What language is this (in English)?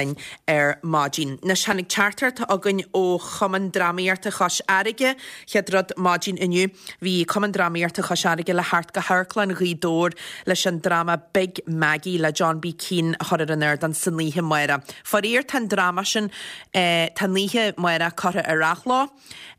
Irish